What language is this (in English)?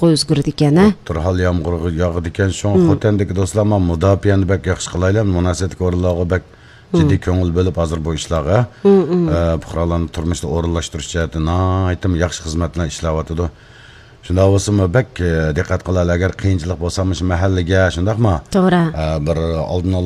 Uyghur